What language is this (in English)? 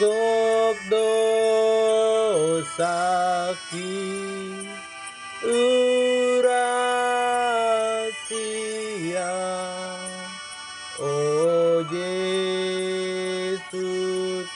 Batak Toba